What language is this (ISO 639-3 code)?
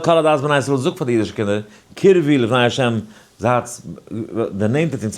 yid